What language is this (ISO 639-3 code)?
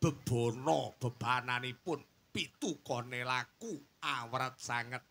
jav